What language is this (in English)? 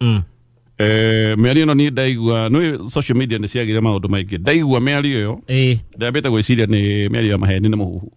Kikuyu